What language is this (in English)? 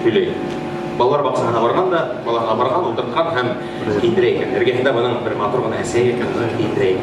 Bashkir